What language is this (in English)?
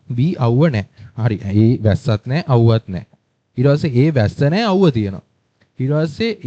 Sinhala